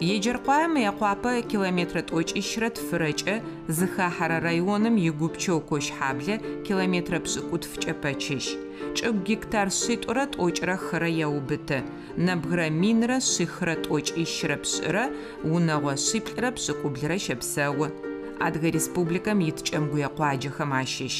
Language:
Adyghe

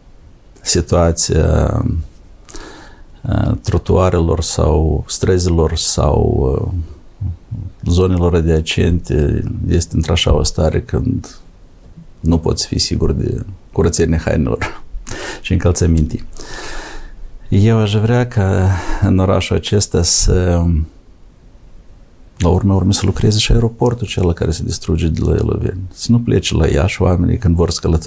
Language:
Romanian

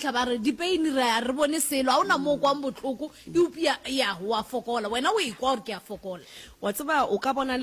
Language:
Northern Sotho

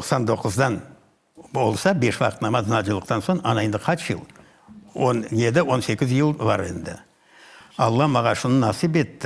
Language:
Crimean Tatar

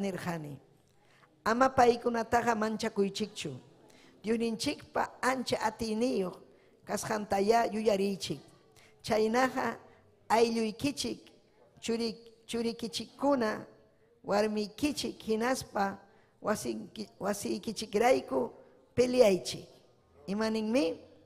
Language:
Ayacucho Quechua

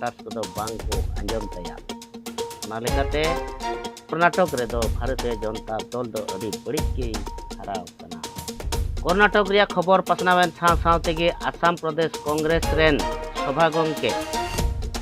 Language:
Santali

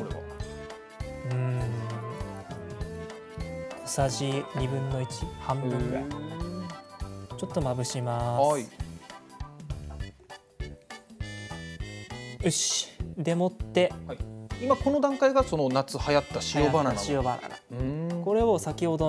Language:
Japanese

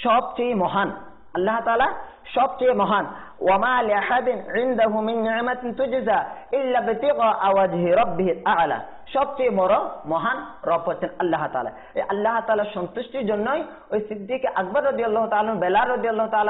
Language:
Bangla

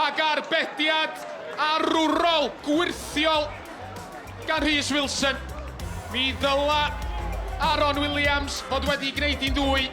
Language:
Welsh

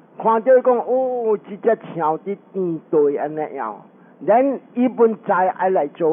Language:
Min Nan Chinese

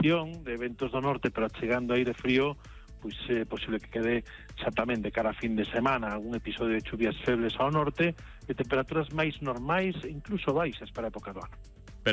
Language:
Galician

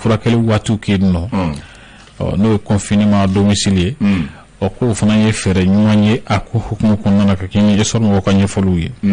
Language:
Bambara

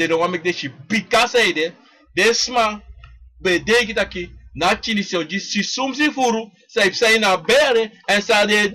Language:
Sranan Tongo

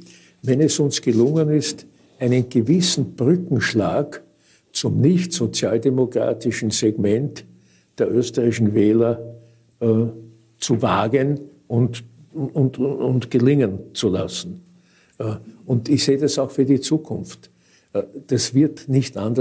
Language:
German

